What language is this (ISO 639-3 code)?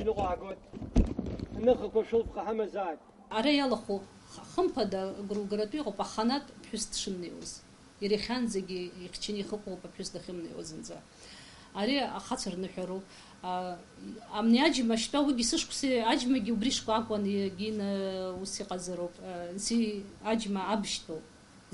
abk